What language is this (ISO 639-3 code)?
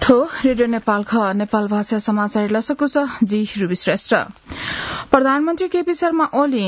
new